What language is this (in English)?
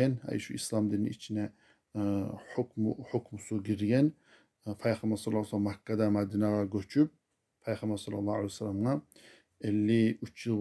Kumyk